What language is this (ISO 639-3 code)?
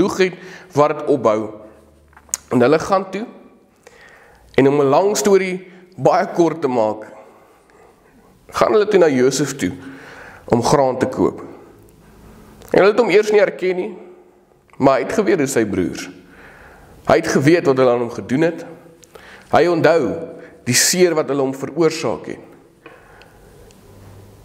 afr